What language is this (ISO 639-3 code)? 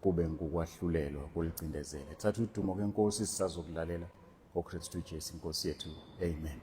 zul